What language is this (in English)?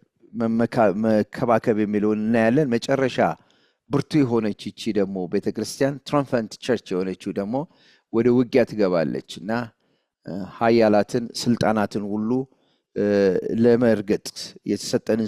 Amharic